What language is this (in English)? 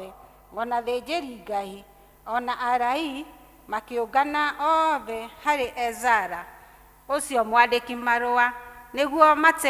Kikuyu